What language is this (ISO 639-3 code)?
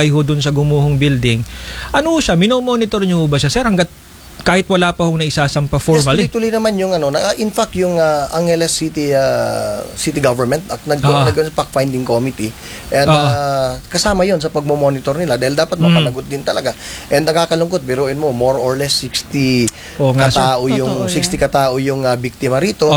fil